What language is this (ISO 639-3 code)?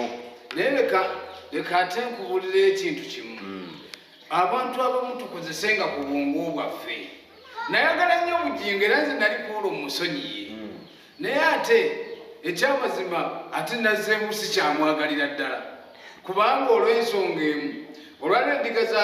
lug